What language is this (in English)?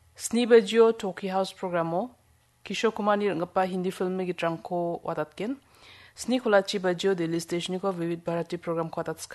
Garo